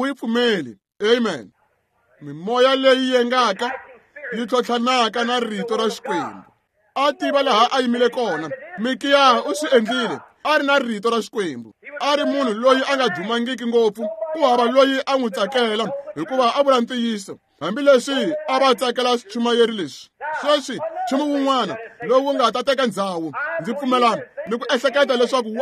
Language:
Tsonga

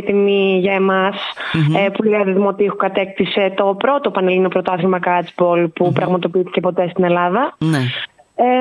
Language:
Greek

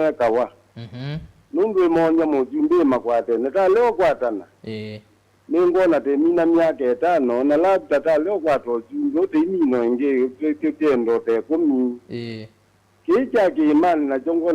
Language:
Kamba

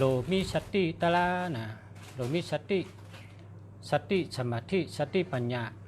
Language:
Shan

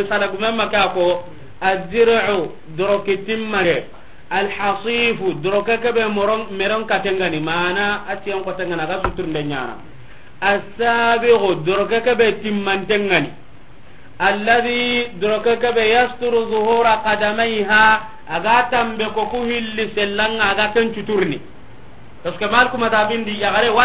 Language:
Soninke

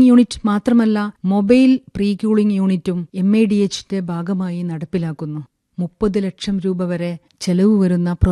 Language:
Malayalam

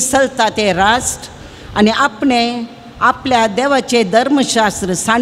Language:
Konkani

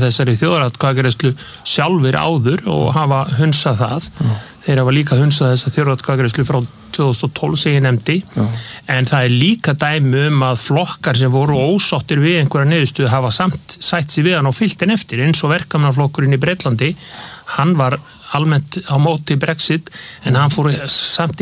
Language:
Icelandic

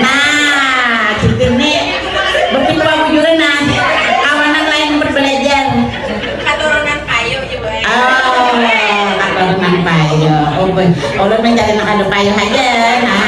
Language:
Banjar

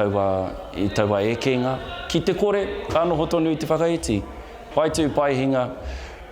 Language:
Māori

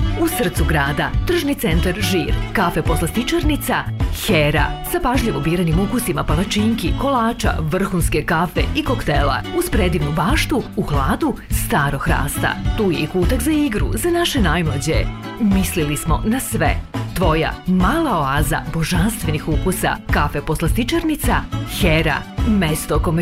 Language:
Serbian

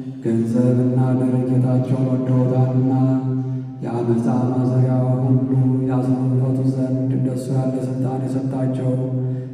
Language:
Amharic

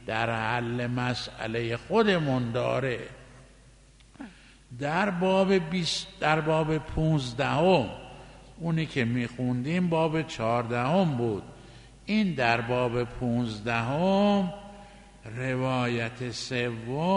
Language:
Persian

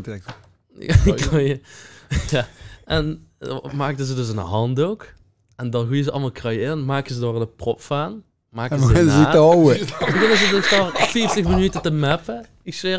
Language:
Limburgish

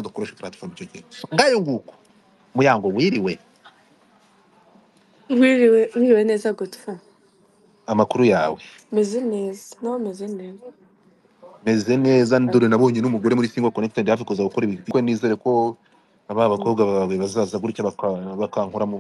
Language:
Kinyarwanda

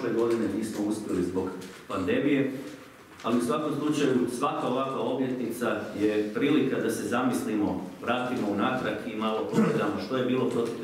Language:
Croatian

